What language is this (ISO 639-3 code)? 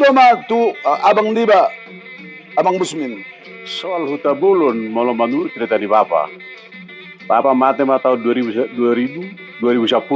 bbc